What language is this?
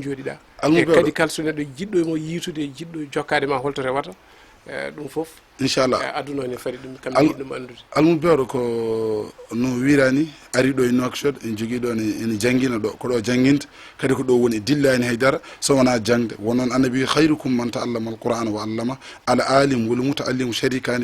Fula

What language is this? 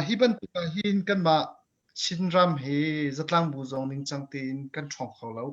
Hakha Chin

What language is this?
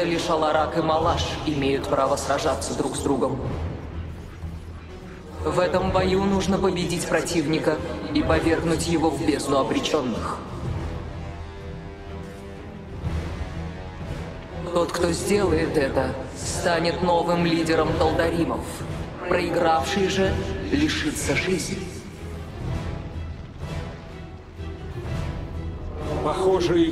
Russian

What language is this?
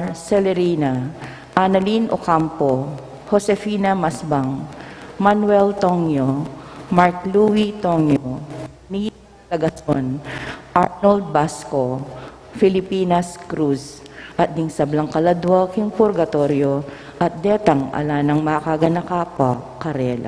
Pampanga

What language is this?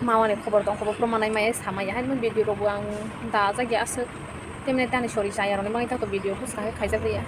Kok Borok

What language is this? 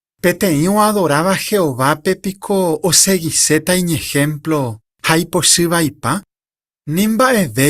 Guarani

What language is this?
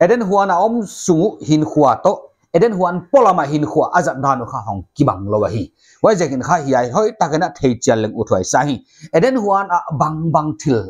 Paite Chin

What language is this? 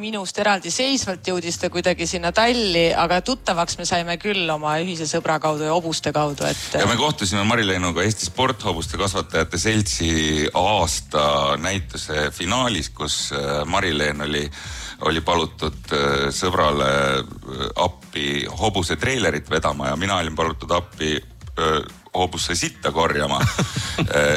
Estonian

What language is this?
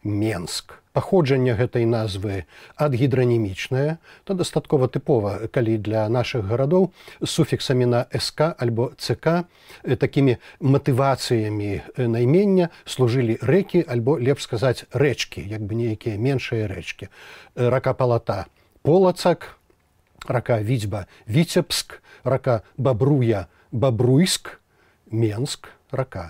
Belarusian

